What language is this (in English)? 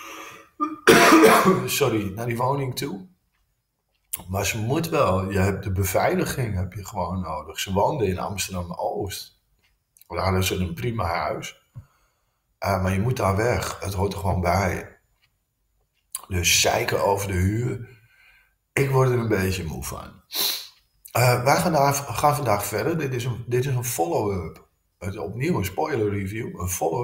Dutch